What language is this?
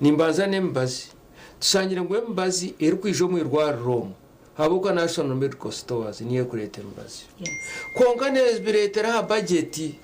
Nyankole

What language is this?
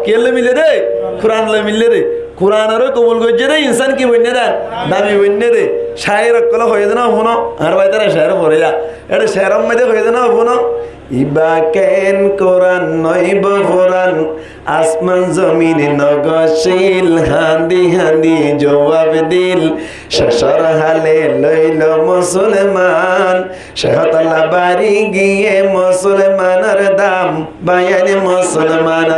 Rohingya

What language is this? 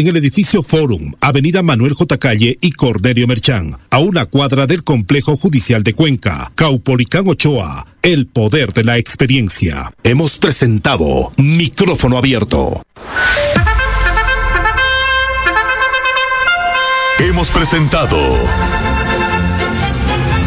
Spanish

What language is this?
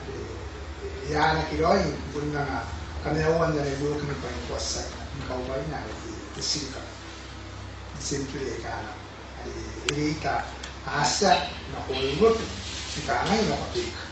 Gilbertese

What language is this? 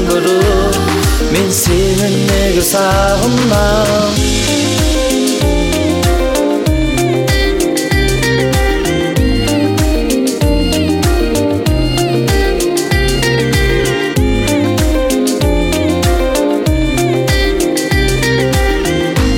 Kazakh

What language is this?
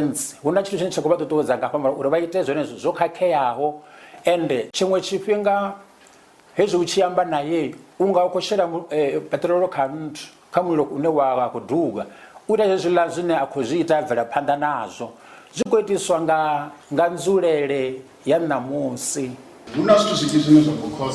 Venda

